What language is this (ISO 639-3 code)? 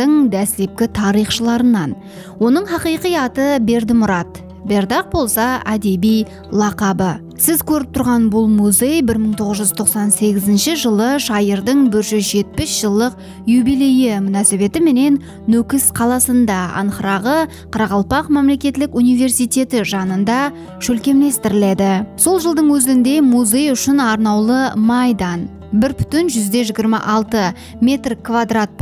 kaa